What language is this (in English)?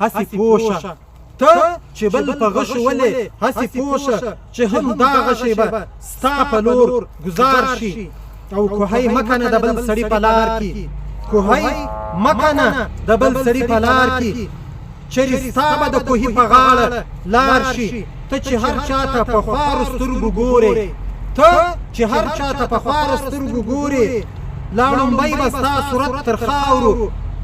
Pashto